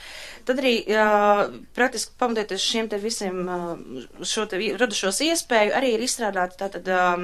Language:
Latvian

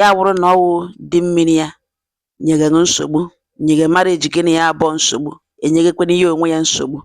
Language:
Igbo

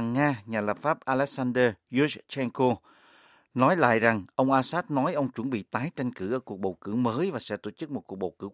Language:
Vietnamese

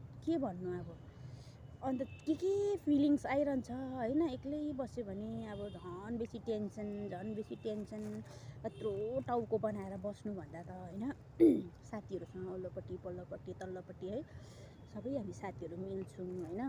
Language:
Nepali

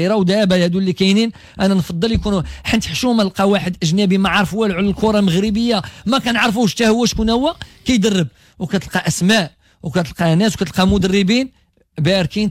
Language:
Moroccan Arabic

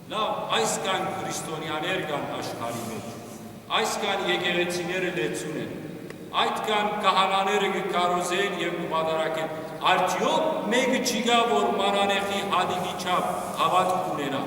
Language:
Western Armenian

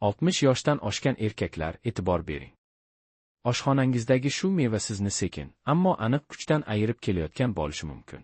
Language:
Uzbek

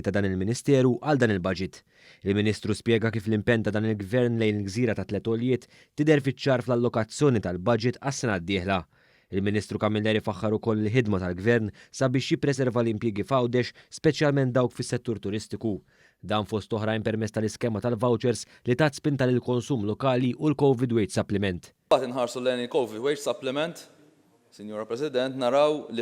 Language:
Maltese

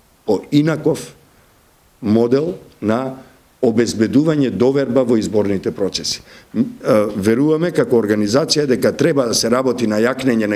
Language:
Macedonian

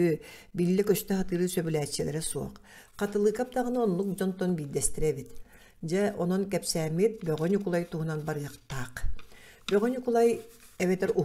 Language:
Yakut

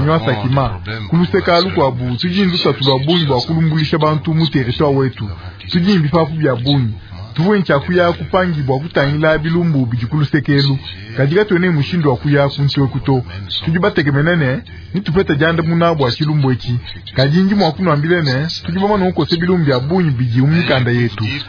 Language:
Luba-Lulua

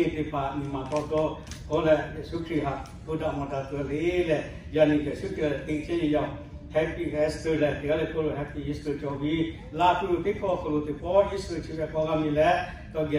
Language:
Lahu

